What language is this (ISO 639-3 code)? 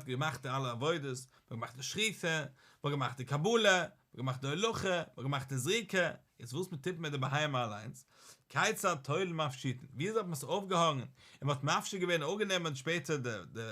yid